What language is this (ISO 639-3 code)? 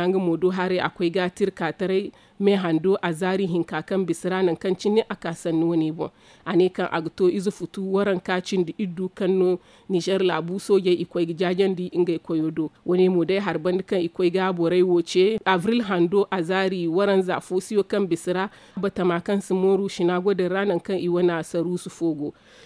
dje